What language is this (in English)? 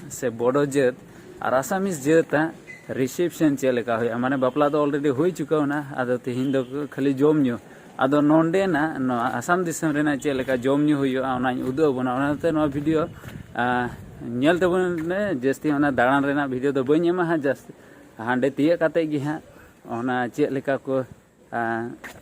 Santali